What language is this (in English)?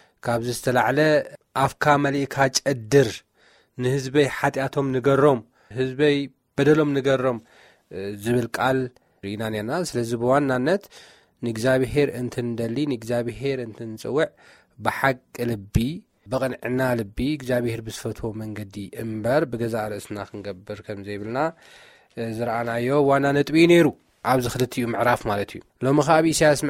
Tigrinya